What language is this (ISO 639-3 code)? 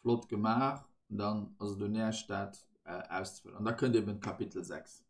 ltz